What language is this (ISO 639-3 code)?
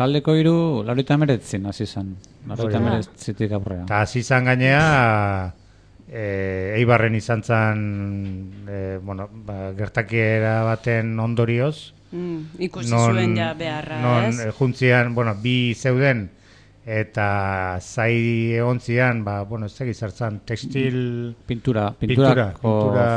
eus